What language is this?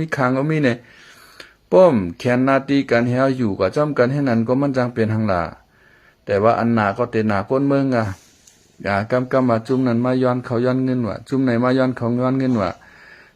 Shan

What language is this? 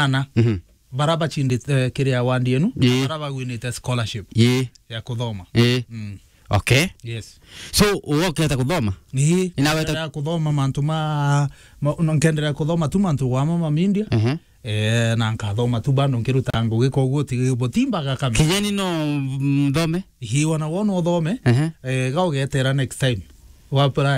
Meru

